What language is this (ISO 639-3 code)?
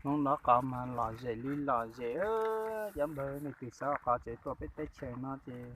hmn